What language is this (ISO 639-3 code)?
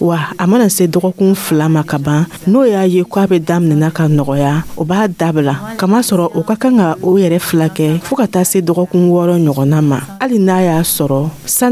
dyu